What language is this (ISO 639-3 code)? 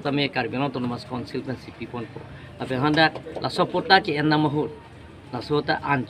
mjw